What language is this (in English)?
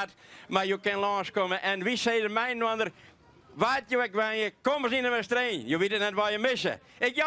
Western Frisian